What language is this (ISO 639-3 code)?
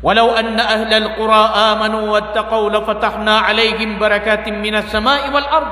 mrw